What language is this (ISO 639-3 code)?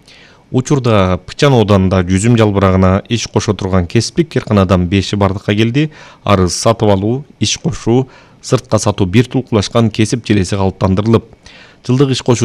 kir